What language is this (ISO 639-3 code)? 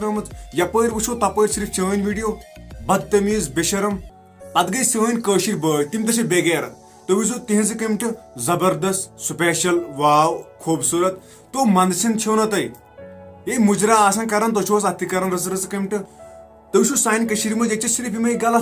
kas